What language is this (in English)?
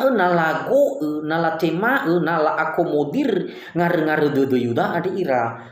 Nias